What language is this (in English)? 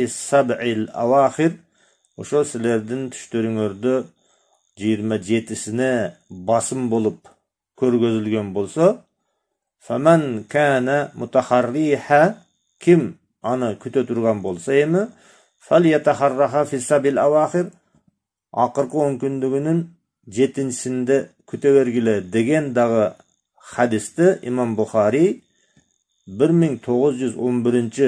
Kyrgyz